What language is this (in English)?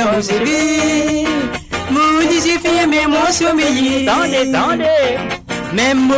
Morisyen